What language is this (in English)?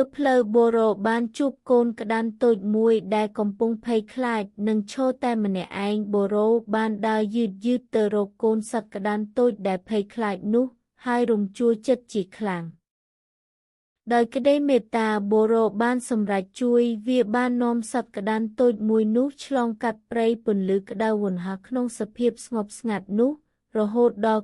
Khmer